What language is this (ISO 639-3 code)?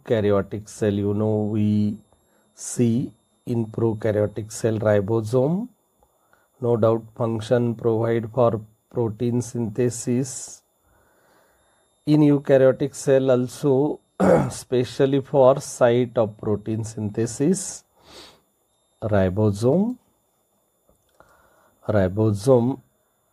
eng